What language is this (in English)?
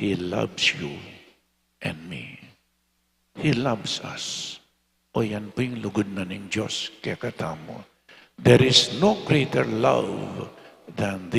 Pampanga